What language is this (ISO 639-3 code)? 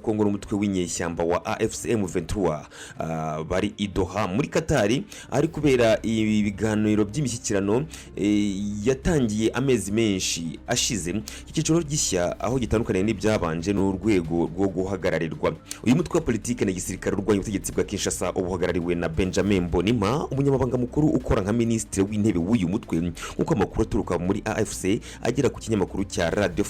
kin